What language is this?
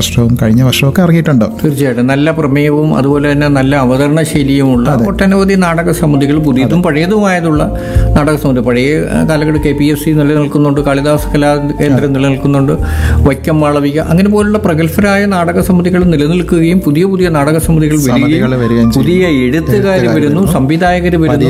Malayalam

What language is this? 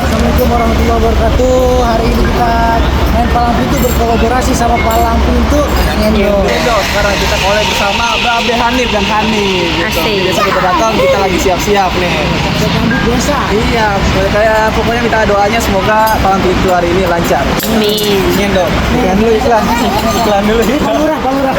Betawi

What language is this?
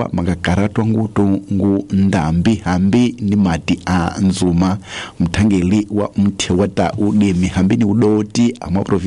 Tsonga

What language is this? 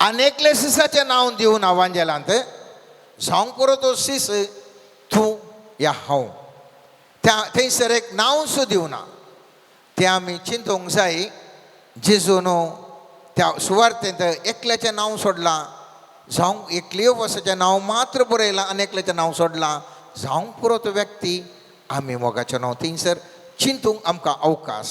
Konkani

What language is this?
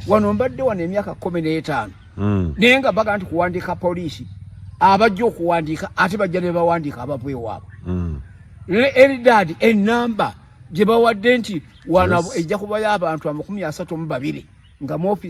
Ganda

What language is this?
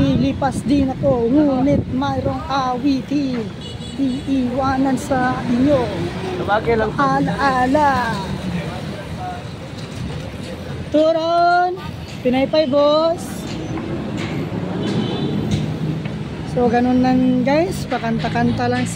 Filipino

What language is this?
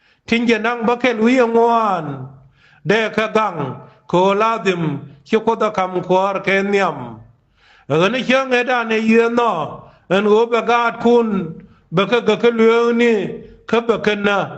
Nuer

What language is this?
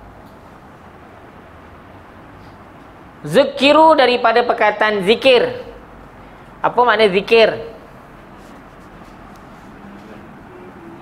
Malay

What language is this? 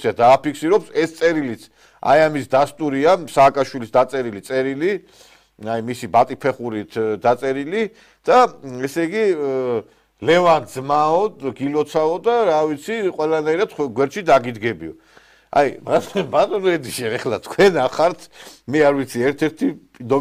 Georgian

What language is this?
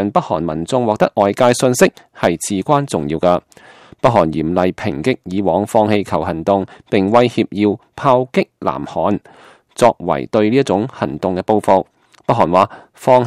Cantonese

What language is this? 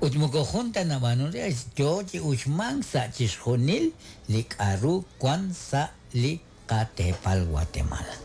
Kekchí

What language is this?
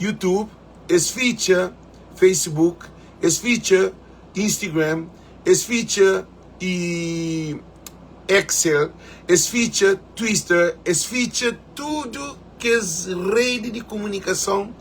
Kabuverdianu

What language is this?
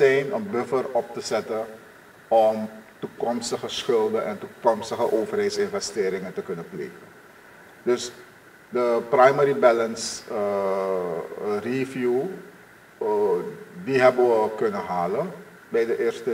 Dutch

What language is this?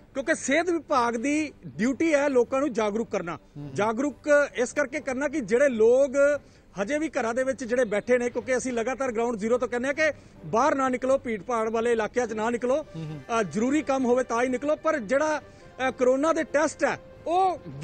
Punjabi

